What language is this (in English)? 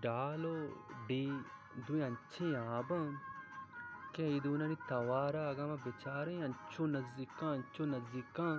Baluchi